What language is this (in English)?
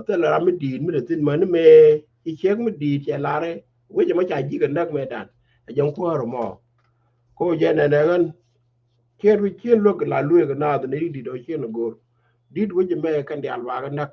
Nuer